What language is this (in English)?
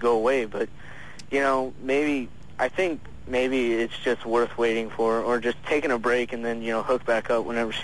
English